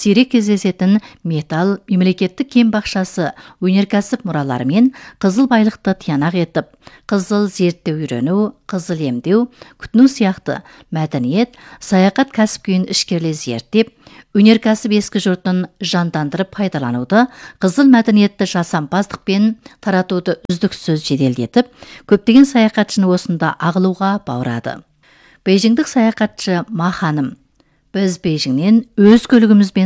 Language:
Kazakh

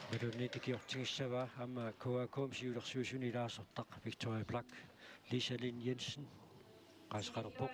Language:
Kalaallisut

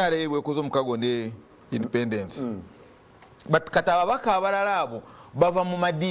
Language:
Ganda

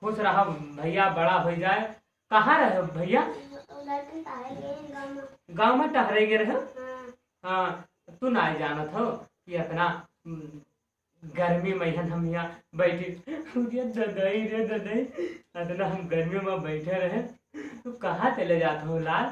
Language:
Awadhi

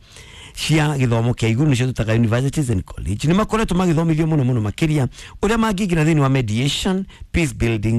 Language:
Kikuyu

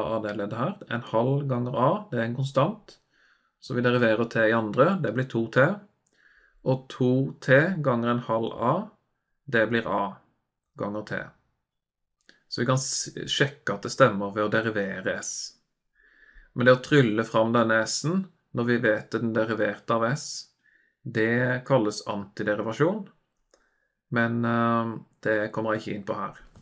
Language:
Norwegian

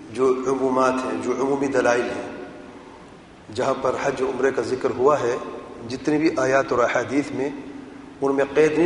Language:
Urdu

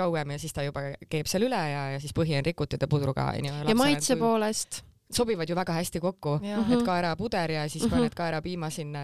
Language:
Estonian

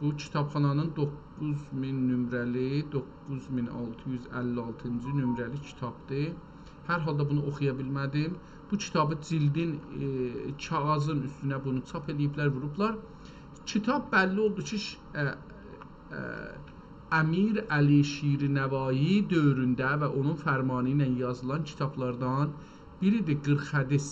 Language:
South Azerbaijani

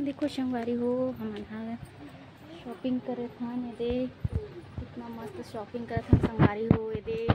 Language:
Chhattisgarhi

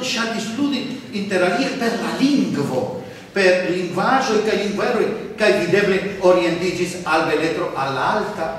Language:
Esperanto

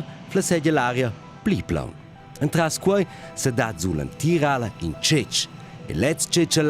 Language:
Romansh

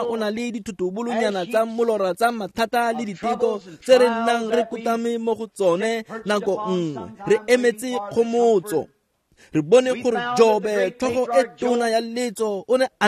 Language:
Tswana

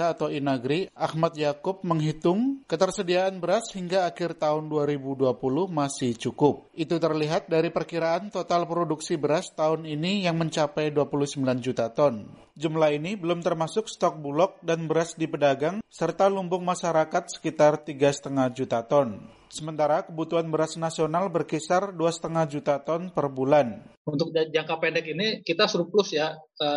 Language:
Indonesian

